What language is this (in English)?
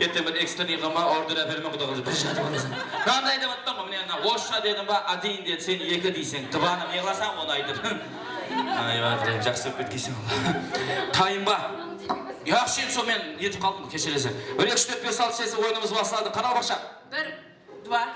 Kara-Kalpak